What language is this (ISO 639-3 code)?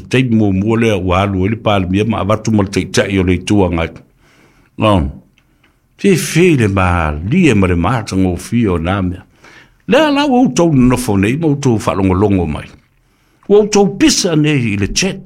smo